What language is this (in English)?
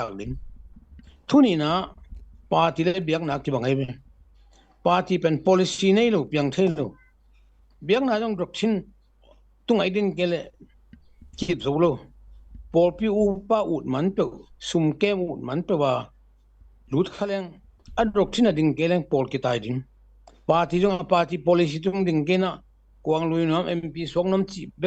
Tedim Chin